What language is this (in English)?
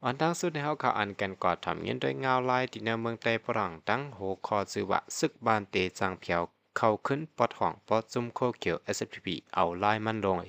Shan